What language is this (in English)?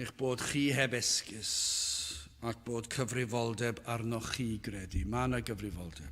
Welsh